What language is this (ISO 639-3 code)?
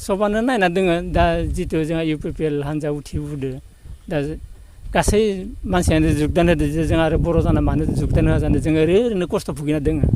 brx